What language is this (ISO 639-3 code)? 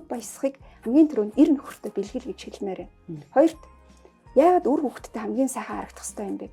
mon